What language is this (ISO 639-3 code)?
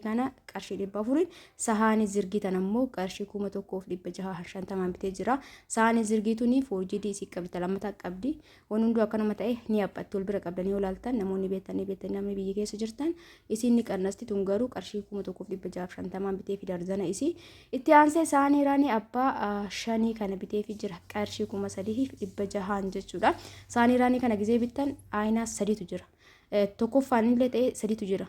orm